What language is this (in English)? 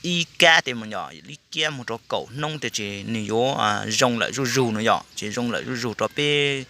Hmong